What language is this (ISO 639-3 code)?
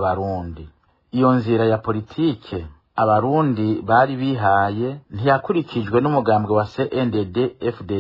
run